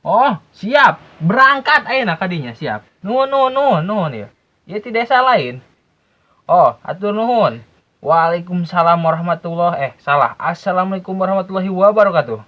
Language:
Sundanese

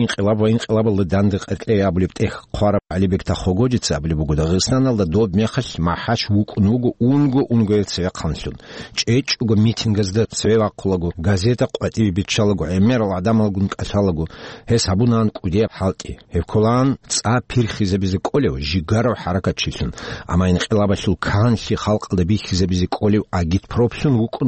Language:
Avaric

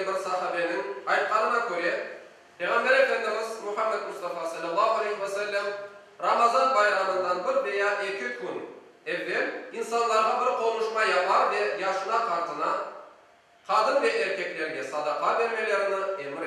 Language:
Crimean Tatar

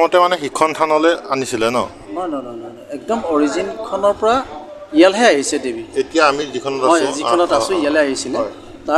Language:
Assamese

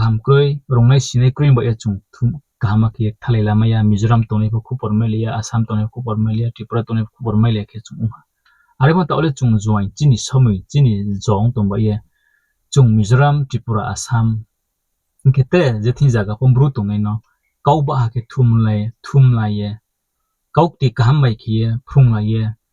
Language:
Riang (India)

